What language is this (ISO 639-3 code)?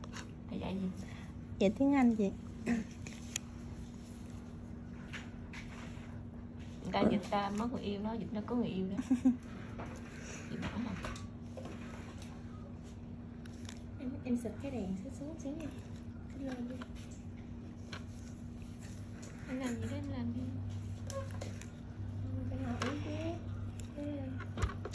vie